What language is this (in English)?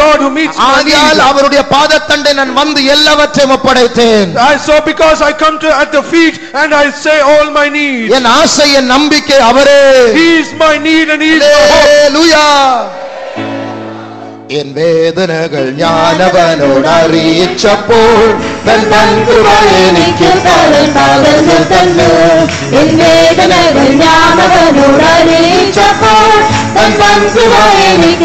Tamil